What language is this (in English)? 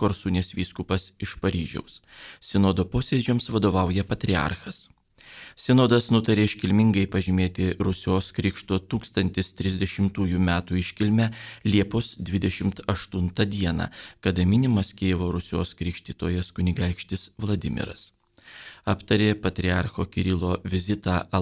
Lithuanian